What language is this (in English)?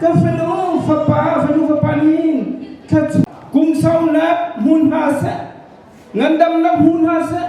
Hakha Chin